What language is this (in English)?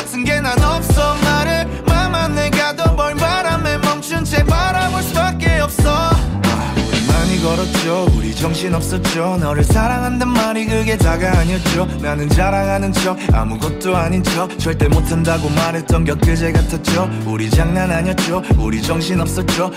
Korean